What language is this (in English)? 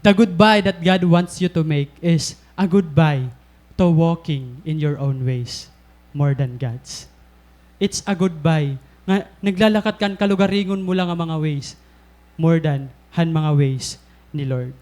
Waray